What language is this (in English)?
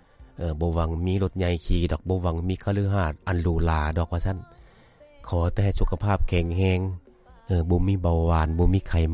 Lao